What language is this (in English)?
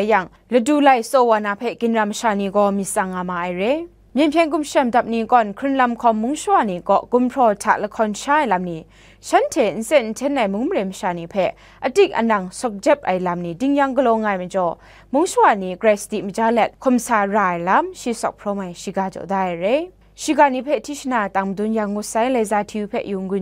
Kachin